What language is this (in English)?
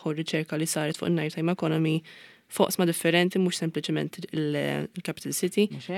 Maltese